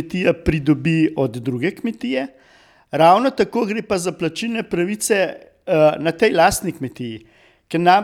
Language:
Slovenian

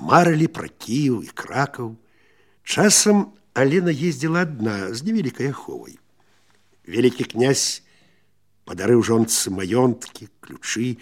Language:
Belarusian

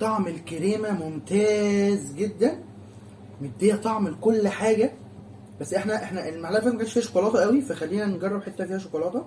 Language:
Egyptian Arabic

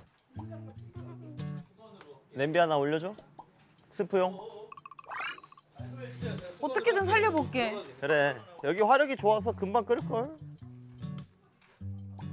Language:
Korean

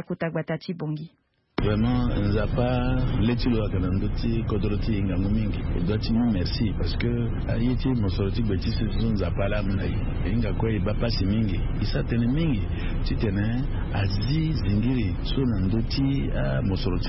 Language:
Sango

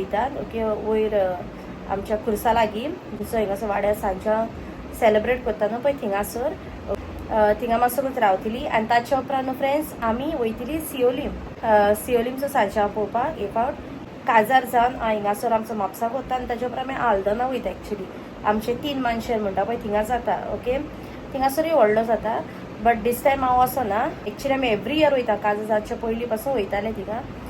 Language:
Konkani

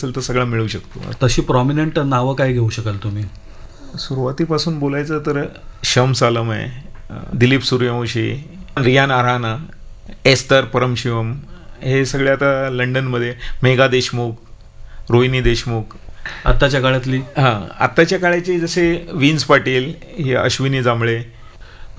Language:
Marathi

